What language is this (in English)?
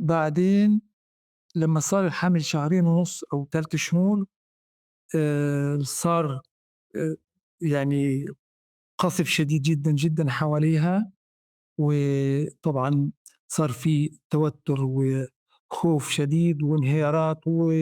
North Levantine Arabic